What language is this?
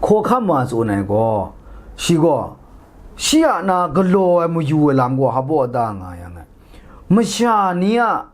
Kachin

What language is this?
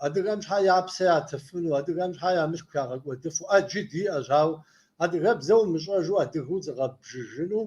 Kabardian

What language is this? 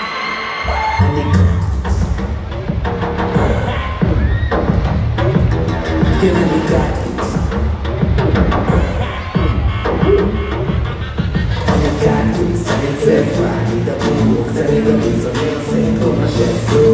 Hebrew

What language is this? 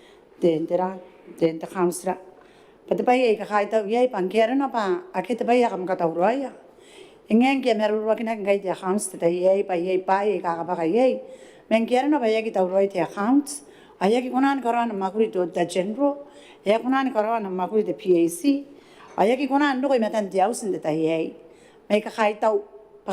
Gilbertese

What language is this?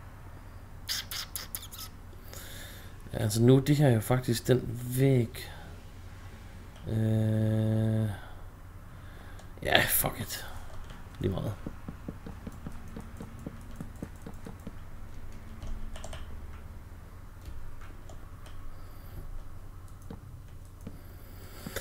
Danish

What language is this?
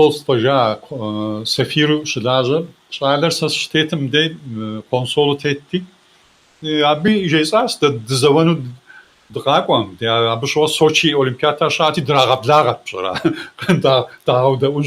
Kabardian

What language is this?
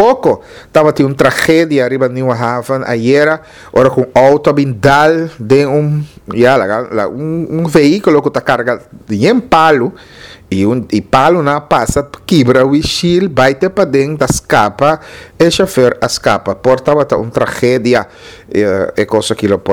Papiamento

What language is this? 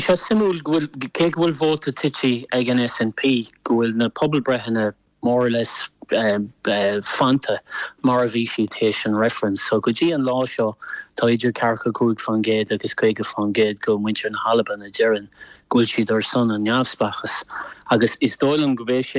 Irish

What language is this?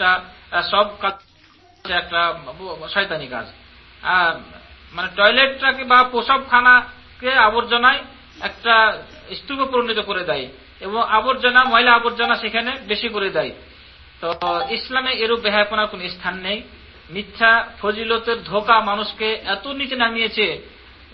Bangla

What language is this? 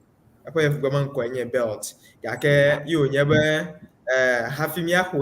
Ewe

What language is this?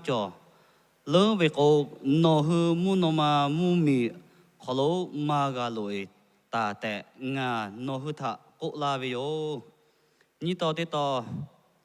Lahu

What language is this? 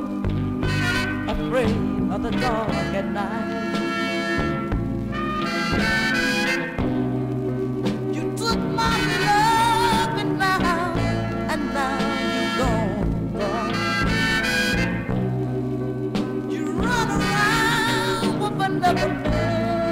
English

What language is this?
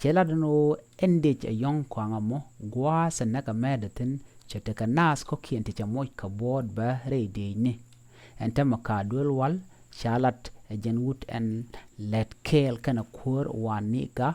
Nuer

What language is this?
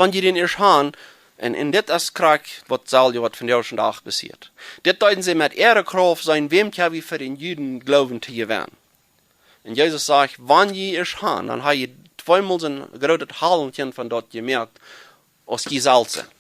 Plautdietsch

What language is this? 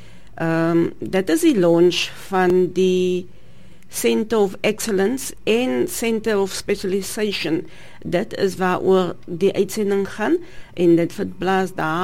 Afrikaans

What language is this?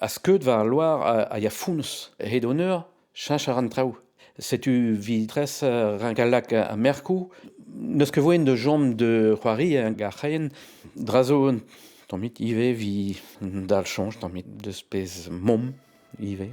Breton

